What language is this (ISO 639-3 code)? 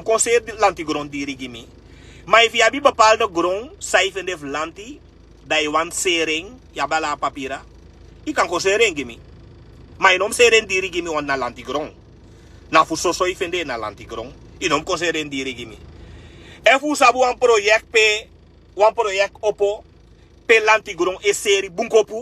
srn